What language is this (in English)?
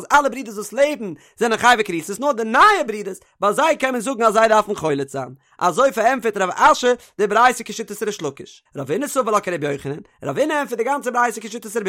Yiddish